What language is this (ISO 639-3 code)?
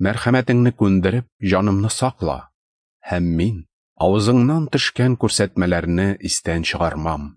tat